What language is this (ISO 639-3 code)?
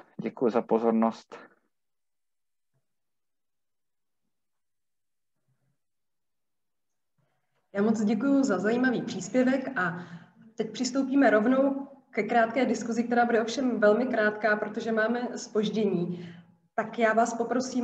ces